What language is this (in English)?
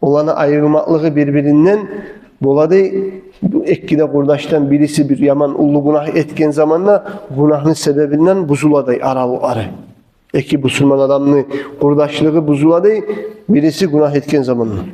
Kumyk